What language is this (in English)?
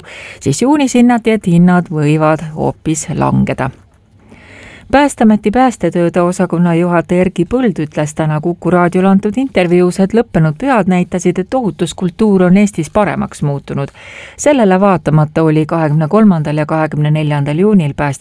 Estonian